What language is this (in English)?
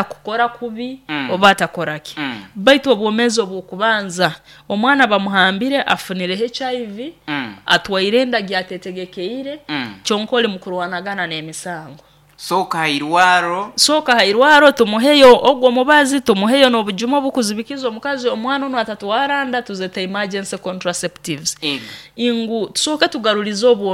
Nyoro